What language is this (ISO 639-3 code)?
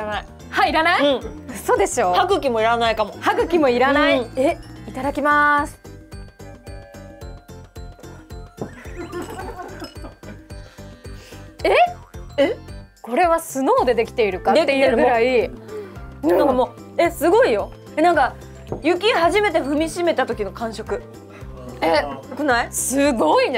jpn